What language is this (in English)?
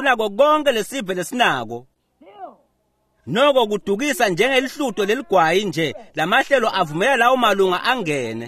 Swati